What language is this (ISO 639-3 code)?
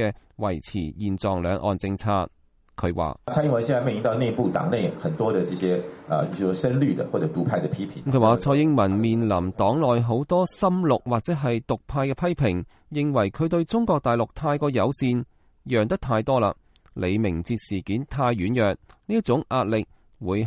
yue